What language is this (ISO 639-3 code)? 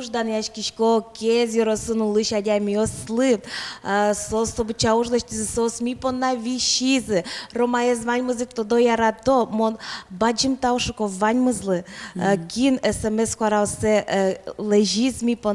udm